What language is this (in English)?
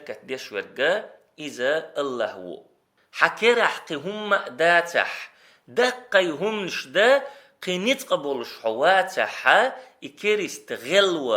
Chechen